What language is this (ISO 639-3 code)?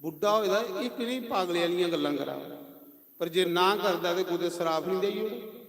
doi